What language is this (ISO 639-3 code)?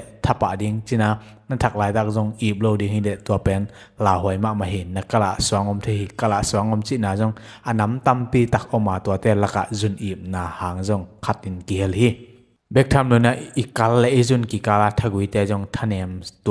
ctd